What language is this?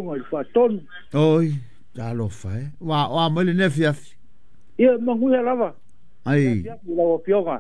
Samoan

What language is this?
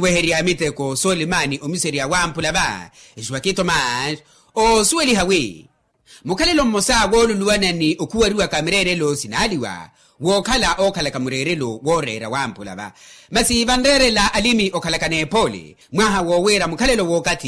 Makhuwa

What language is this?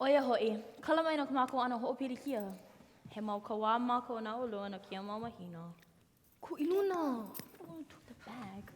Hawaiian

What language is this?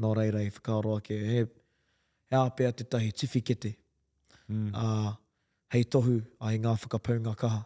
Māori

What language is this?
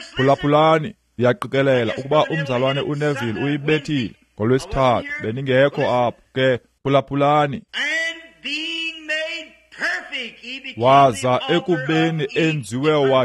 Xhosa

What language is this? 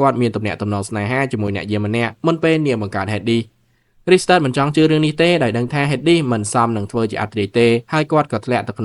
Khmer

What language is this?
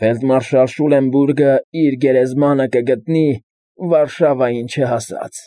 Armenian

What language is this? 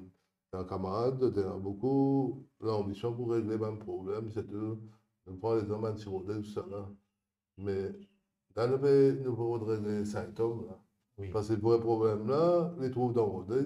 Morisyen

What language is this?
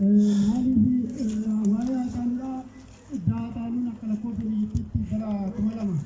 Oromo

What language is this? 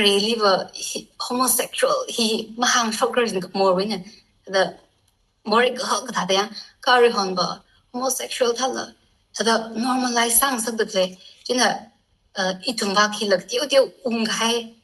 Tangkhul Naga (India)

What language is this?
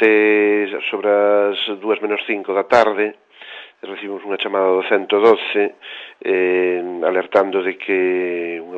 Galician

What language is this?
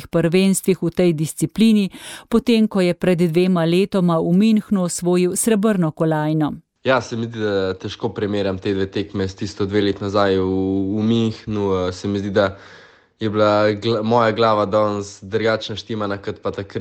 Slovenian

